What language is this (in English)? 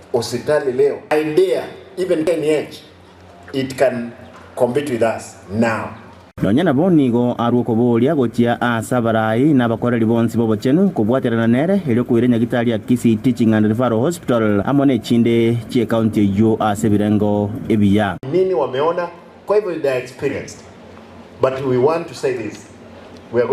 Gusii